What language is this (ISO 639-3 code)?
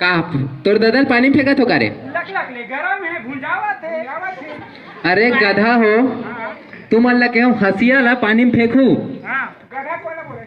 hne